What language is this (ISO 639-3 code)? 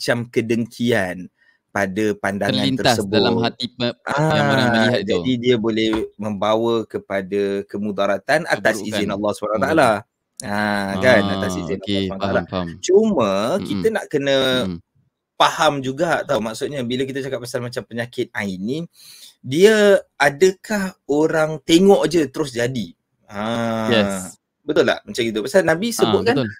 msa